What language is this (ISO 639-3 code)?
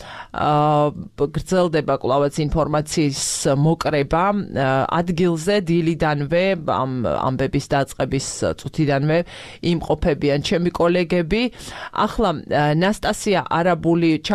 kat